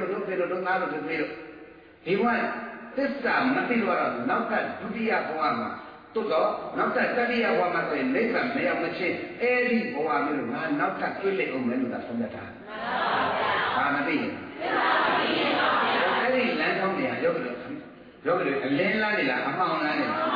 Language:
Burmese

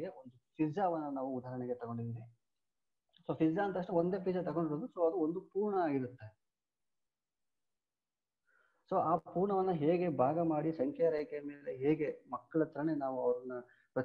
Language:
Kannada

